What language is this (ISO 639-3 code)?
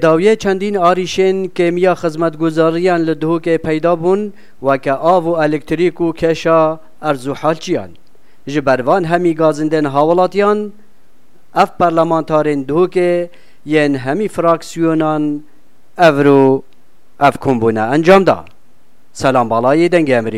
kur